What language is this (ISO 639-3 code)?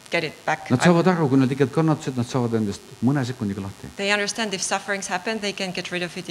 est